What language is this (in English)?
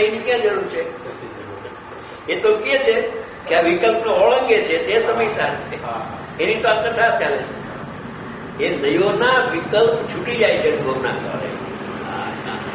Gujarati